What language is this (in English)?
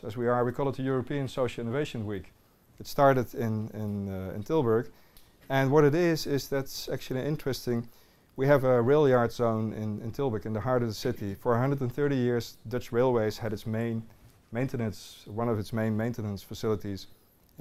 English